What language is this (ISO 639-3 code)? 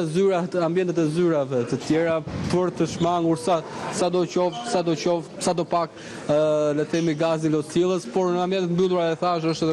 sqi